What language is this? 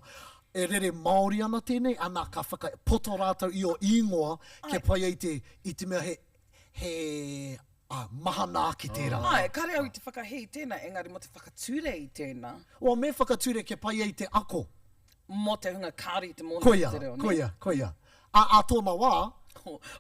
Māori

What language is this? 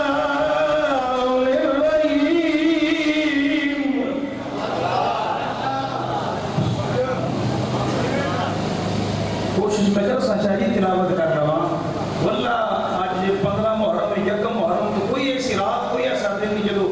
Urdu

